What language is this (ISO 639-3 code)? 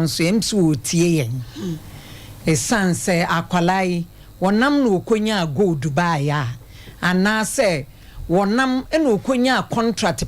aka